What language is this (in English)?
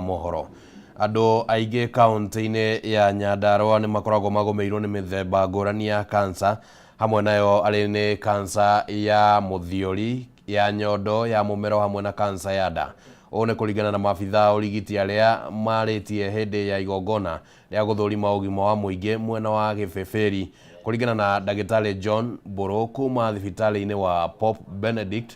Kikuyu